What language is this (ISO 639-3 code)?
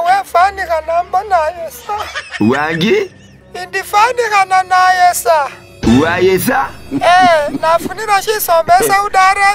myx